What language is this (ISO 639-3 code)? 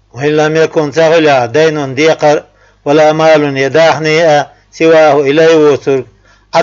che